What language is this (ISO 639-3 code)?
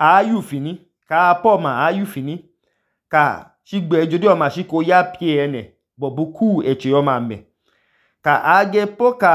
idu